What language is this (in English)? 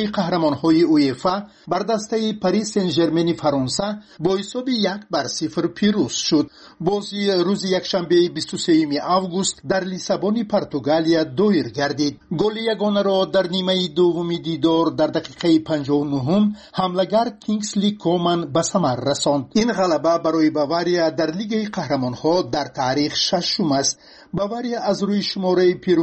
Tajik